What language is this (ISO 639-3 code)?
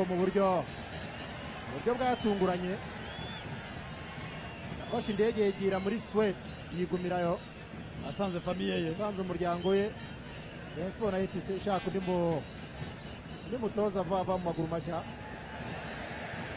kin